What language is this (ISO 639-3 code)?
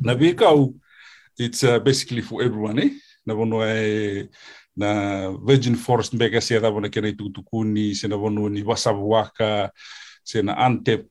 fij